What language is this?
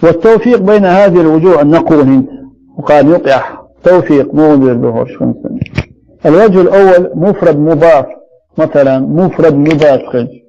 Chechen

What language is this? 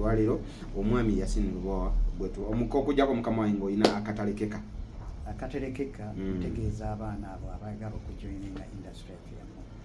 Ganda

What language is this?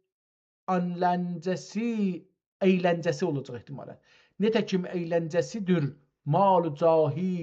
South Azerbaijani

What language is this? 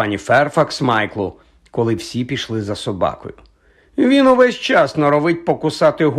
Ukrainian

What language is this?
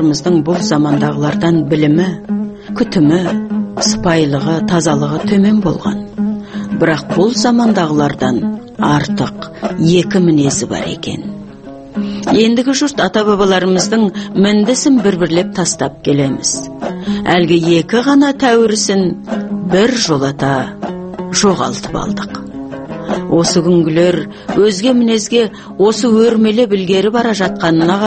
Kazakh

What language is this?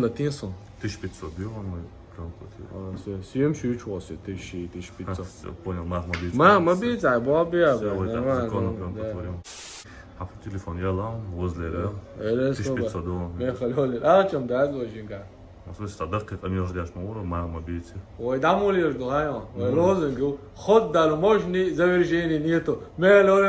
Chechen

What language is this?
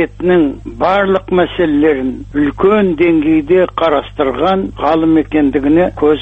Kazakh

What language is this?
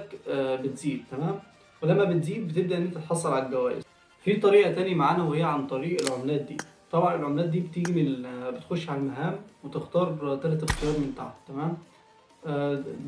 Egyptian Arabic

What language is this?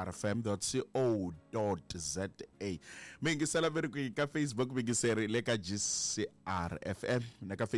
Tsonga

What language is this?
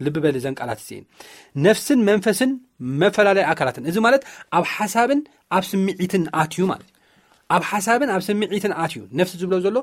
Tigrinya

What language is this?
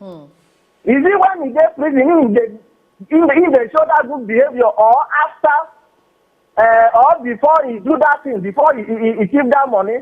Nigerian Pidgin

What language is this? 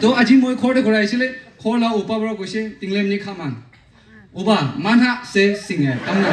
Naga Pidgin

